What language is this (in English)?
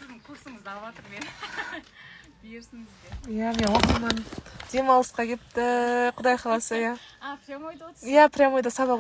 Kazakh